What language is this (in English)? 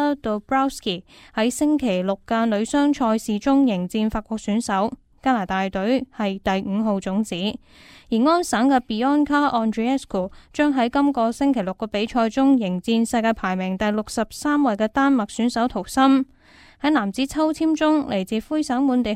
Cantonese